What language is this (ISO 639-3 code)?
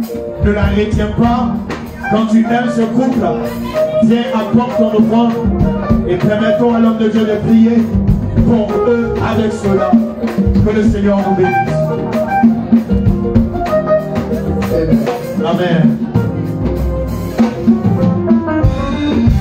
fra